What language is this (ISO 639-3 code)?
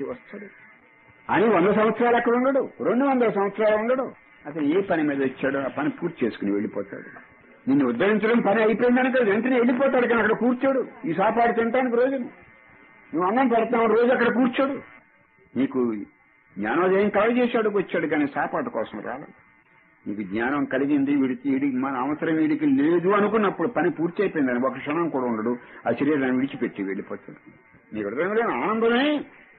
tel